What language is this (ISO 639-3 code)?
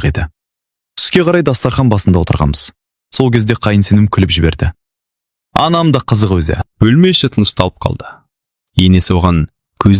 kaz